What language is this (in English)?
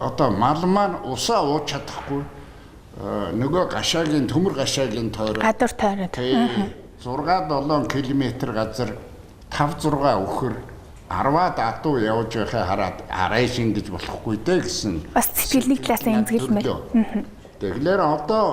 Mongolian